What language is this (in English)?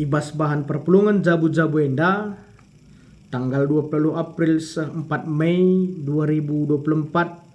Batak Karo